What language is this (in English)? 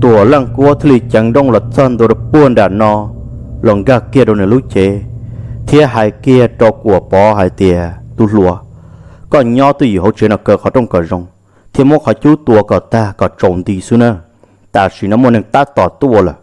Hmong